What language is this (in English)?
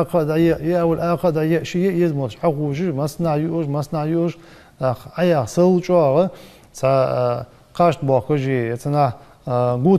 Ingush